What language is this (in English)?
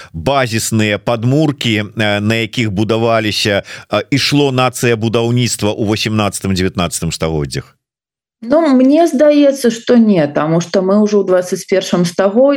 Belarusian